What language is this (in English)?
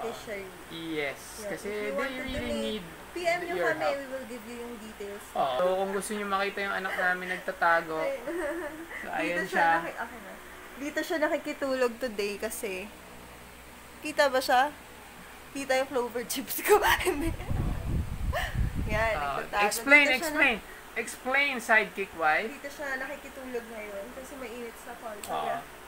Filipino